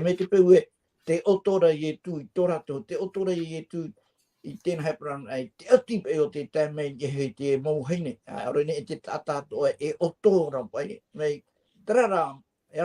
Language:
Tahitian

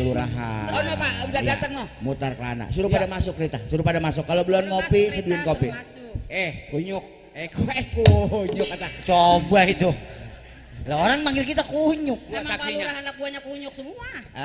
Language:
Betawi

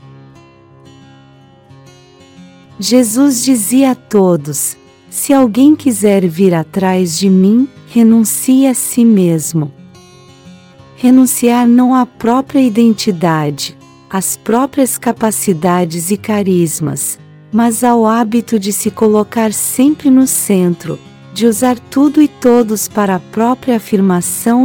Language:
Portuguese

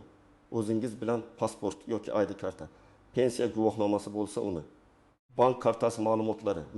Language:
Uzbek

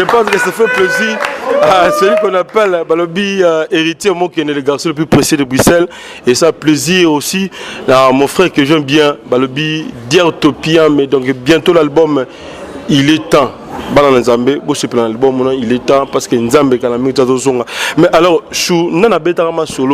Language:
Lingala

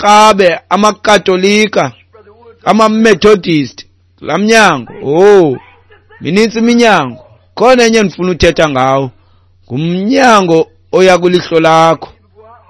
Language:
Xhosa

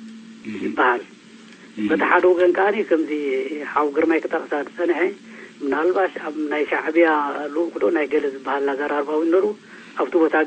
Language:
Tigrinya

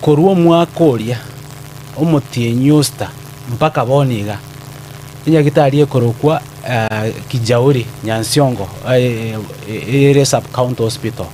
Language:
Gusii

